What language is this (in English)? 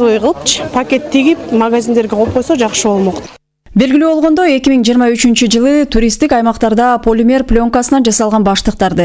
Kyrgyz